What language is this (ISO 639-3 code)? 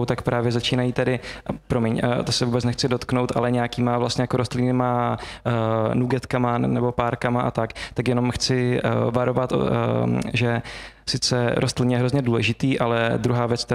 ces